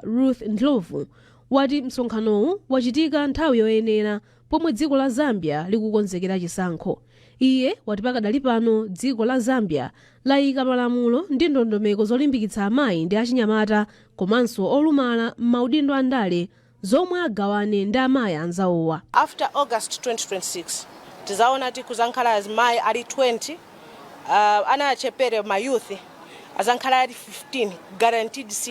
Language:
Nyanja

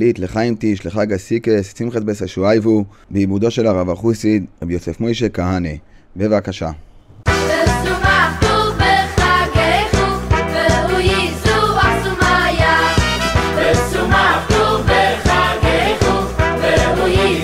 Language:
Hebrew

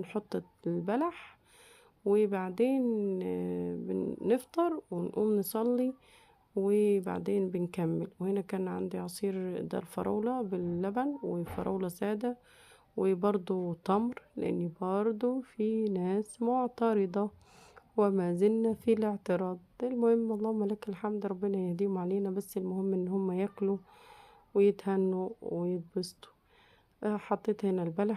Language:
Egyptian Arabic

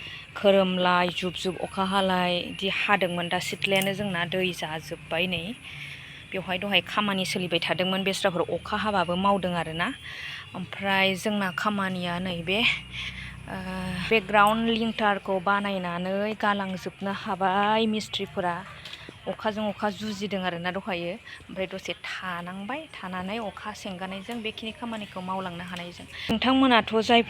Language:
Bodo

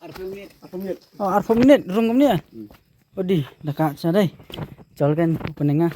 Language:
Khasi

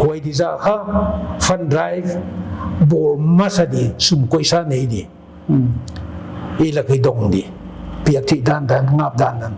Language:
Paite Chin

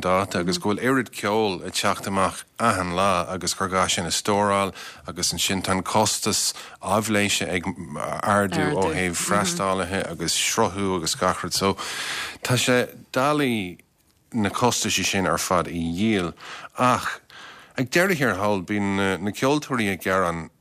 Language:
Irish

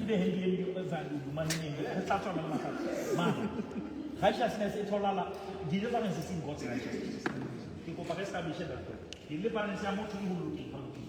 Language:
Southern Sotho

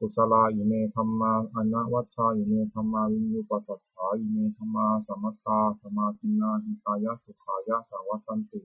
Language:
Pali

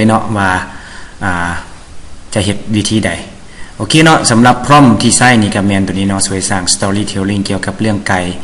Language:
Lao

